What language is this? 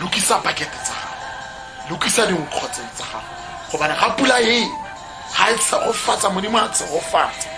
Tswana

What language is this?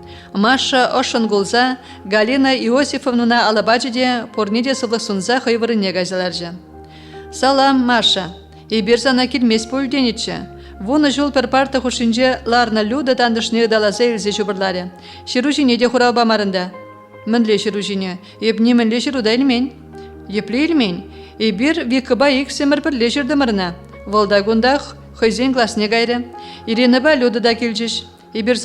Chuvash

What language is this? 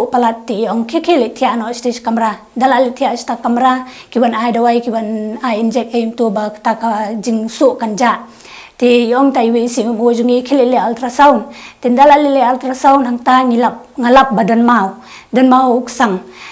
Khasi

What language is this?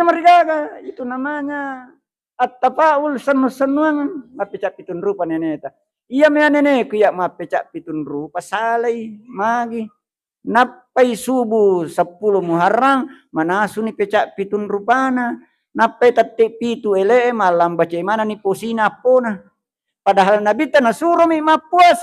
Buginese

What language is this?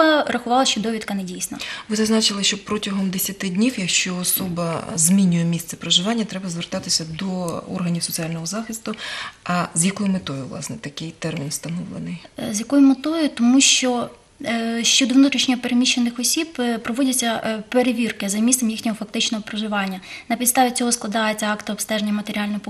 Ukrainian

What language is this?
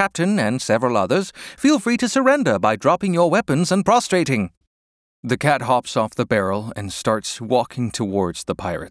English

